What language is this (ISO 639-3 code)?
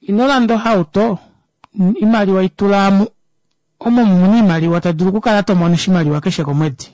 kua